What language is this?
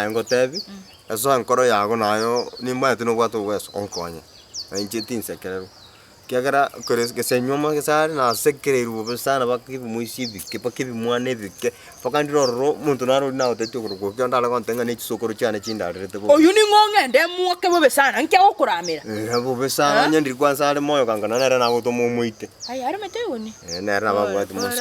Gusii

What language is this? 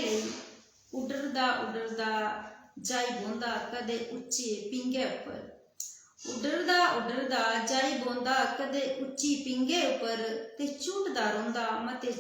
Dogri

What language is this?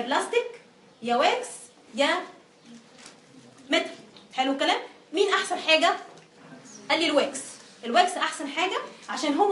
Egyptian Arabic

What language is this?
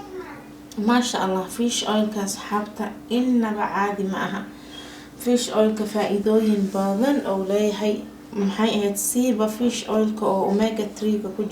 Somali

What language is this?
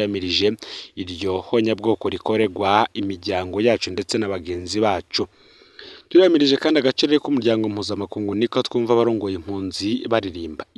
Rundi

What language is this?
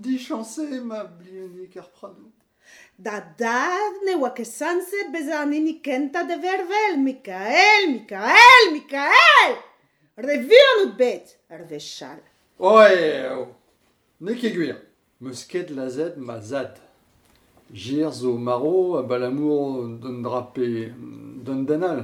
Breton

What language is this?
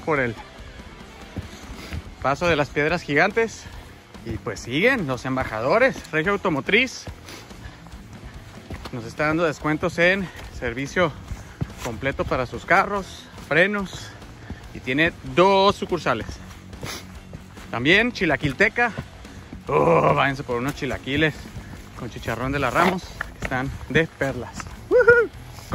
Spanish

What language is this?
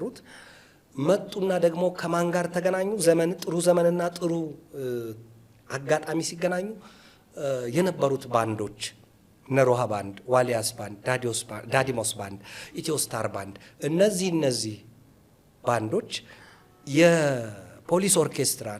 Amharic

